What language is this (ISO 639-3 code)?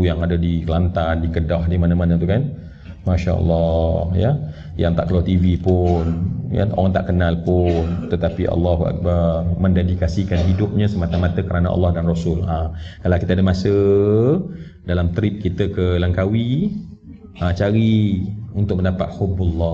msa